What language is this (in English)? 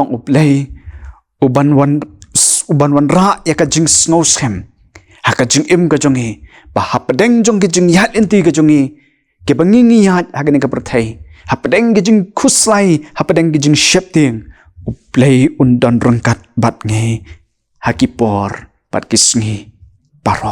Khasi